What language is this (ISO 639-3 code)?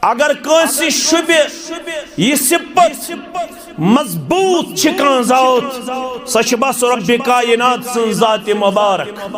kas